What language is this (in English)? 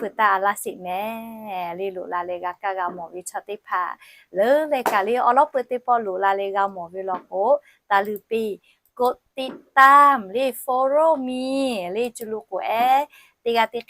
Lahu